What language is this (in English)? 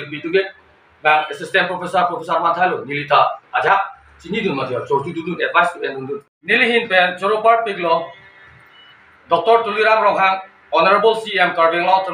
Karbi